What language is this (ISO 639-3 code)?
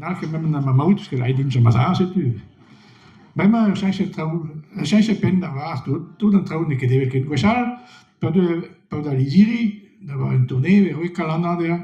bre